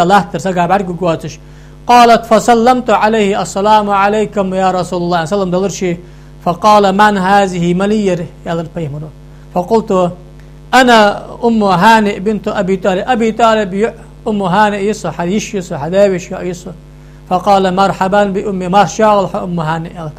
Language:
Ingush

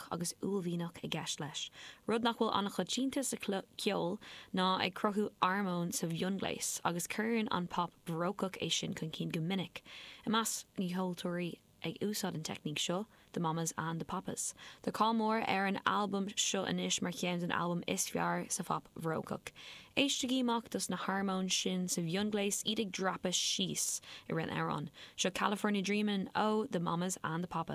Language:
Irish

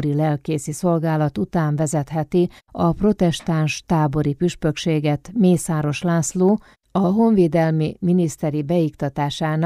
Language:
Hungarian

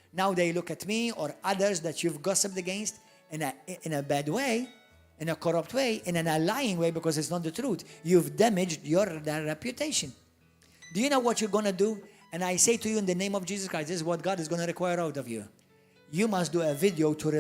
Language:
English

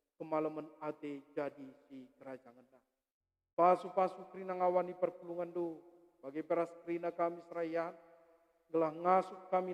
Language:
Batak Karo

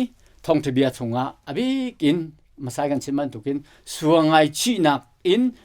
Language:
Hakha Chin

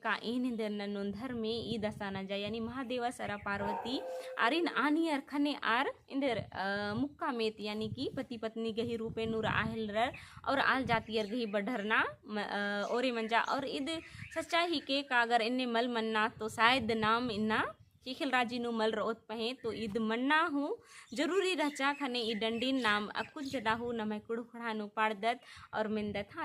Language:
Kurukh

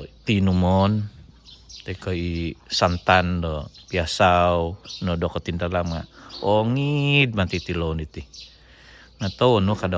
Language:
Central Dusun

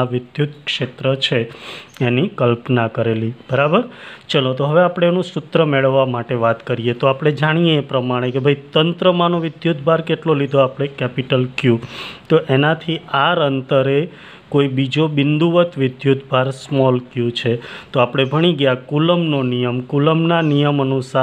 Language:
Gujarati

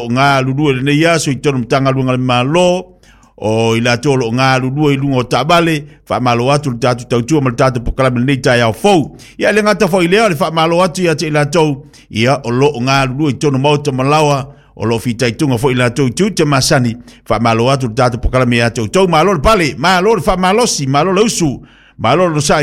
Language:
Samoan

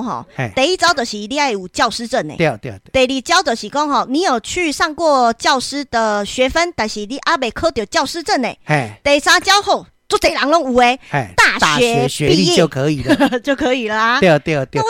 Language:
Min Nan Chinese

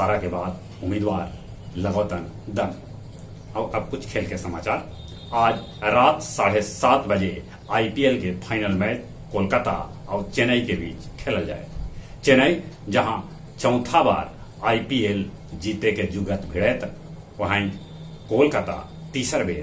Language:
Magahi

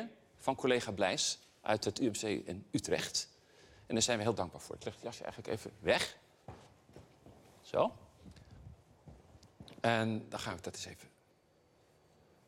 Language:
Dutch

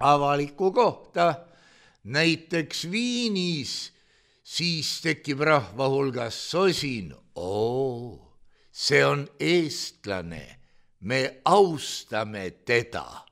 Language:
Estonian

